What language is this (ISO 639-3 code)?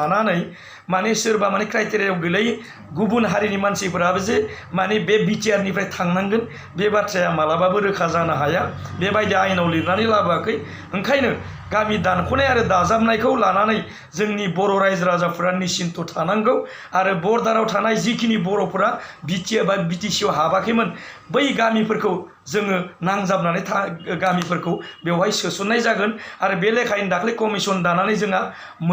brx